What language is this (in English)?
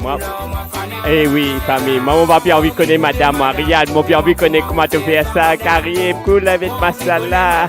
Morisyen